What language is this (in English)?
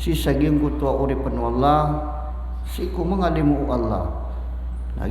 Maranao